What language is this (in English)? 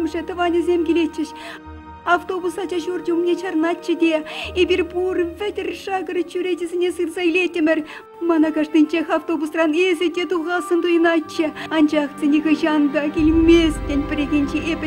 Chuvash